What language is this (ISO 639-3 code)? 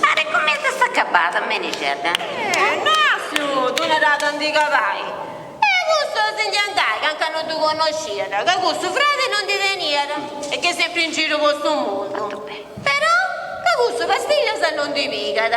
srd